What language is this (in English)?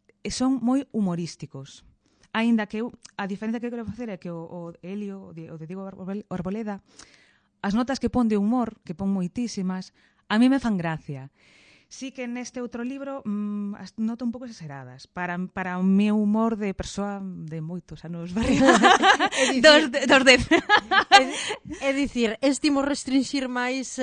Galician